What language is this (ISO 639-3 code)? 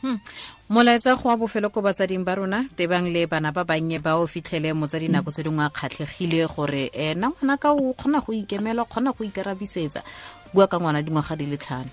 tsn